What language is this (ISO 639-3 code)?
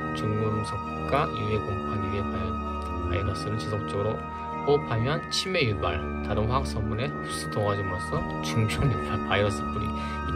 kor